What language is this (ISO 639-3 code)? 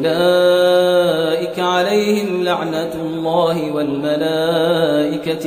ara